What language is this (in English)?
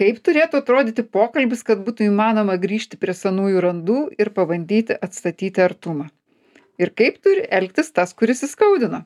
Lithuanian